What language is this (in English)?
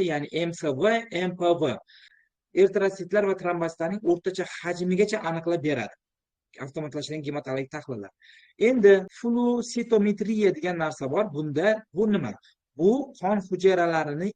Uzbek